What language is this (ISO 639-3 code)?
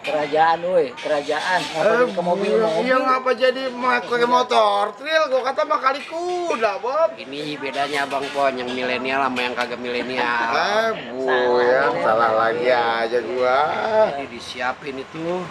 bew